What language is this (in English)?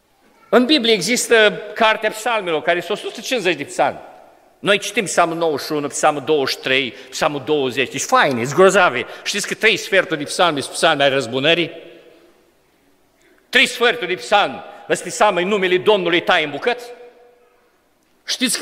Romanian